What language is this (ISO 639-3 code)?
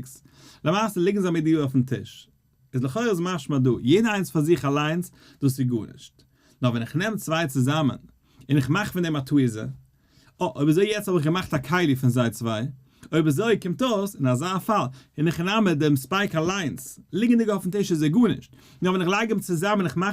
yid